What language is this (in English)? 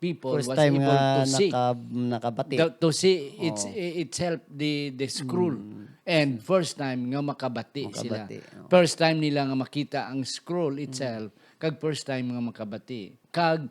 Hiligaynon